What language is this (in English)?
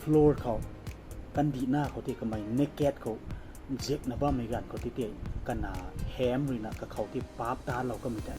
Rongmei Naga